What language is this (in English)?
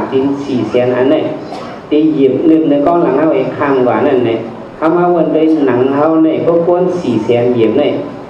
Shan